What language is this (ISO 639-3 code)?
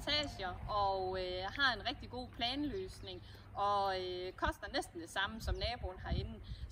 dan